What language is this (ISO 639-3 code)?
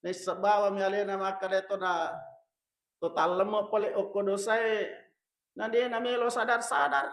bug